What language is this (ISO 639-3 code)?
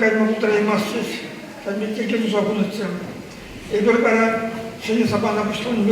chv